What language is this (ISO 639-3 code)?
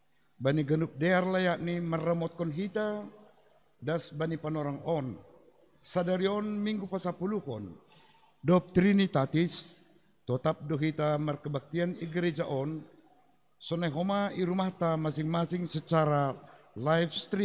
bts